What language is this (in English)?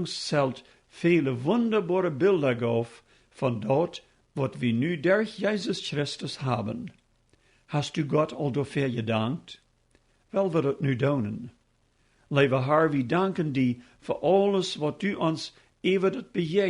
Plautdietsch